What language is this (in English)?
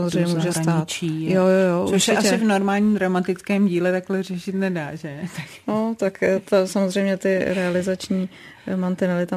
Czech